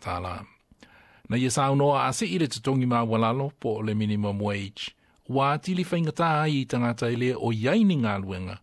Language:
Samoan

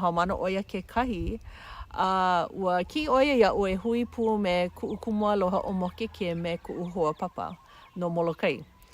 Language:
Hawaiian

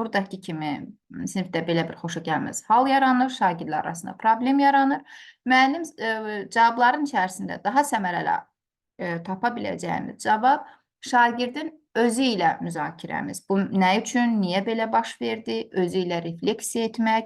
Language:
Azerbaijani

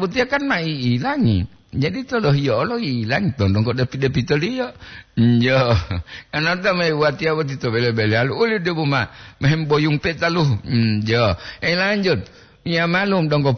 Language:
Gorontalo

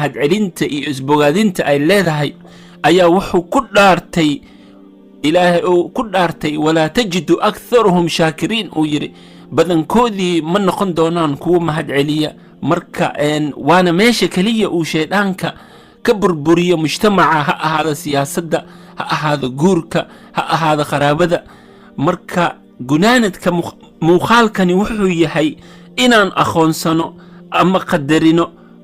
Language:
Somali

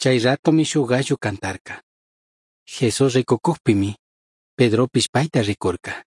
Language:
Chimborazo Highland Quichua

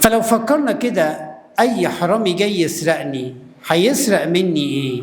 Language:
Egyptian Arabic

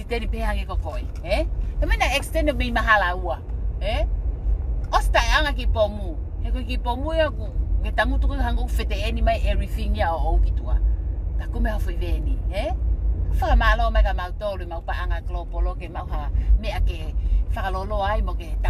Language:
Tongan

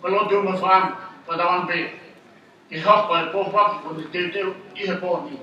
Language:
Tongan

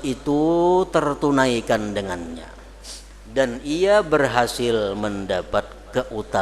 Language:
Banjar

